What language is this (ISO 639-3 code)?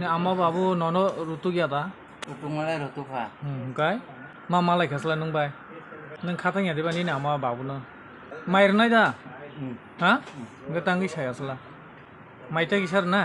trp